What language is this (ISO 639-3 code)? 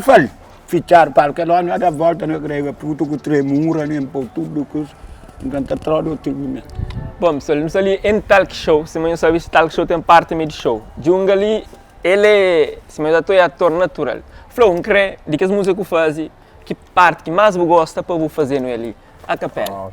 kea